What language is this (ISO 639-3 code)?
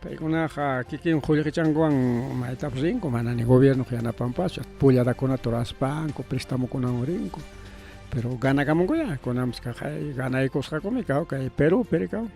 quy